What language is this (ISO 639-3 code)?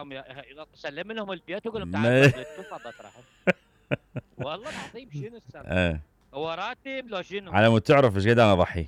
acm